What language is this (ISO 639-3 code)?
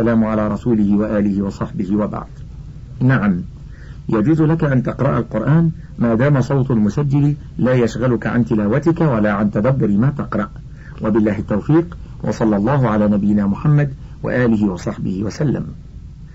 ara